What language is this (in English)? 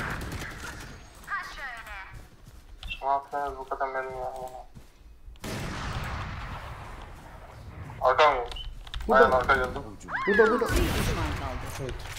Turkish